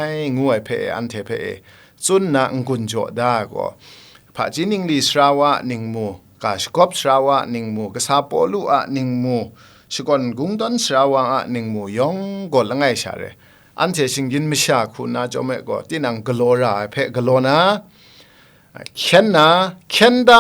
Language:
Kachin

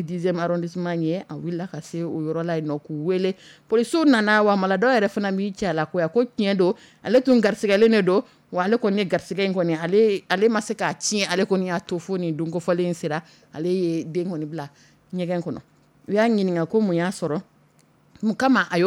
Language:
Dyula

